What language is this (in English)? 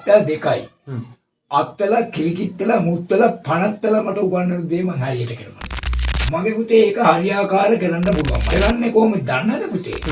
Sinhala